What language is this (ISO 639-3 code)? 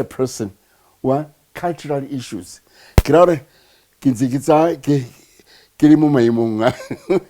tsn